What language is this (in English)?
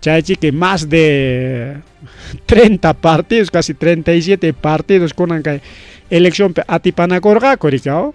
Ayacucho Quechua